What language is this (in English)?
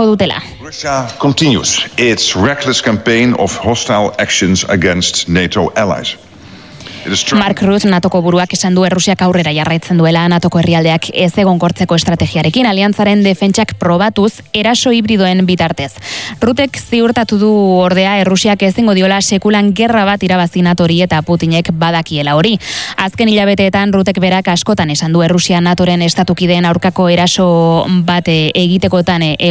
Basque